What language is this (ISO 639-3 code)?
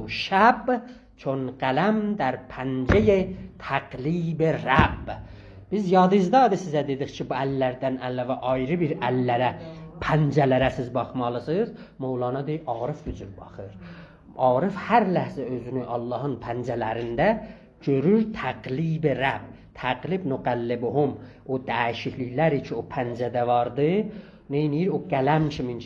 azb